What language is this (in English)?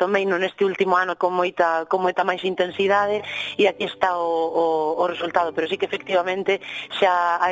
Galician